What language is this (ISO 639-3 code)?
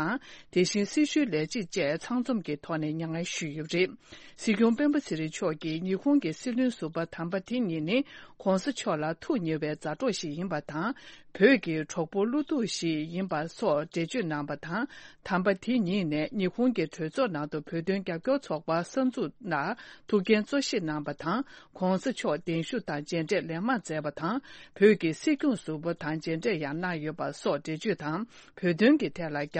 bod